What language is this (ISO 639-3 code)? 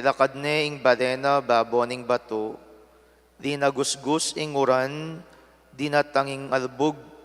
pam